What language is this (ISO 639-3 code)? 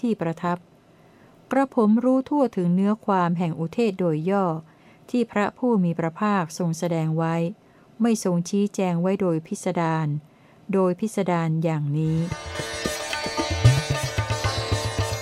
tha